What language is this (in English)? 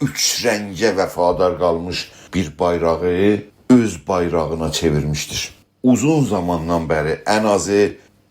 South Azerbaijani